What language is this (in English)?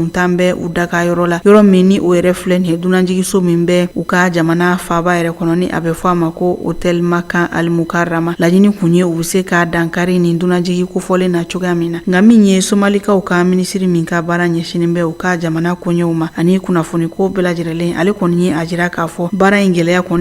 Bambara